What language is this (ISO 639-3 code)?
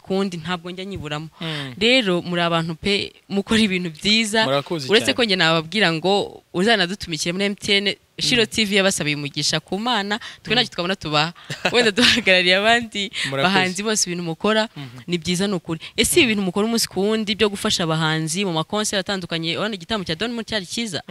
kin